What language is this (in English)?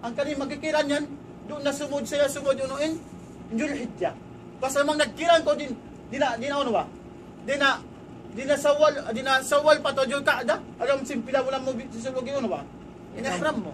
Tausug